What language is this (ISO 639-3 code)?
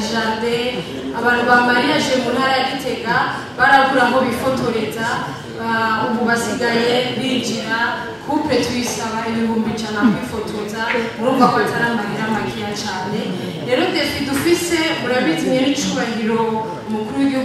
run